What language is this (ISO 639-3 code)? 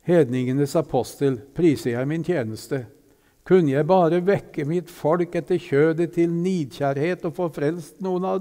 nor